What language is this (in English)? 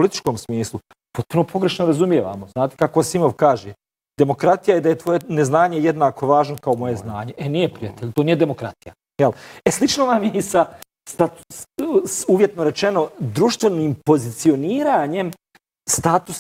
Bosnian